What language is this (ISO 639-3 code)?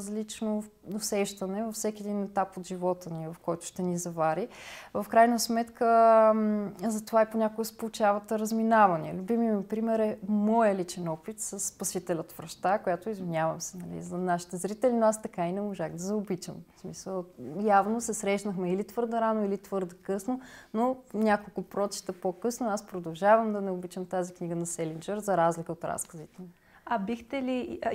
bul